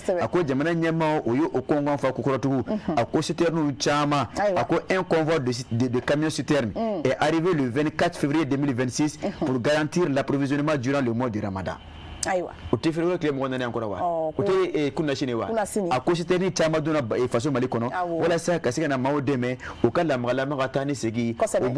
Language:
Bambara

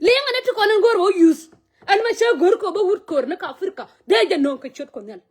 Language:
Nuer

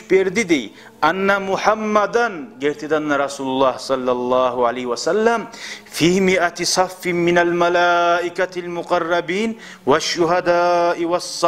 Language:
Kumyk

